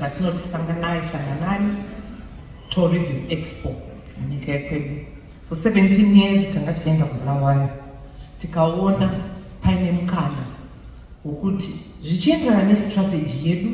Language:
Shona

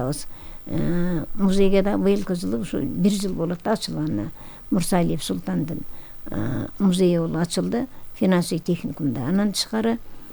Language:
Kyrgyz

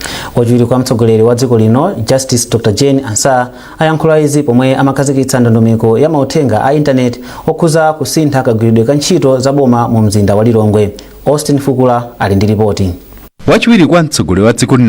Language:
Nyanja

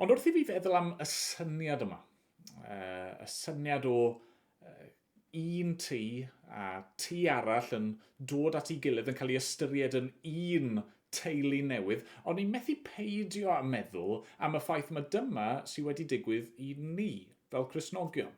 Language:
Welsh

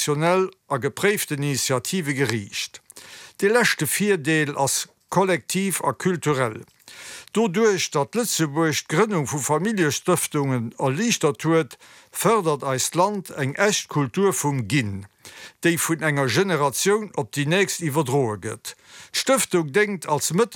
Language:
Luxembourgish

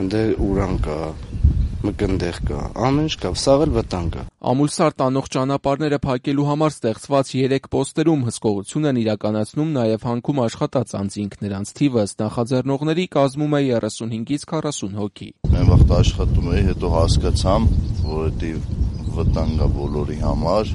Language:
Armenian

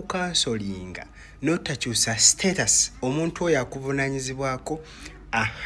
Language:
Ganda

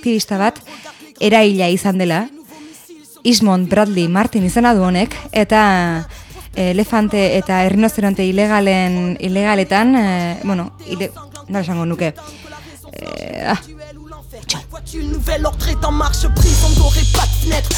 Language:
Basque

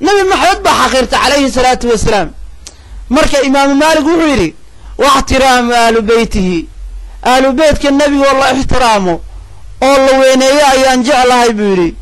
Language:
Somali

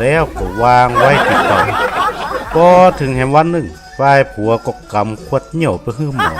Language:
Northern Thai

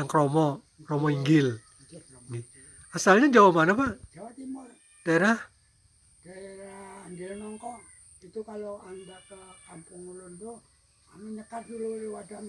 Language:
Banjar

